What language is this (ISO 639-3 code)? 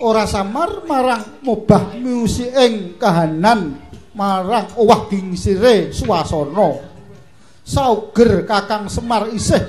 jav